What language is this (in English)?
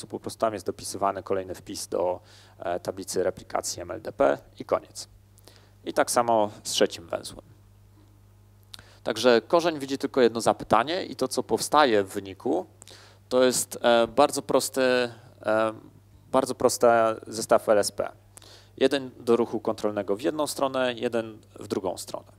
Polish